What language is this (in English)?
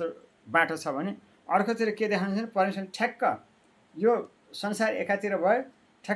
Nepali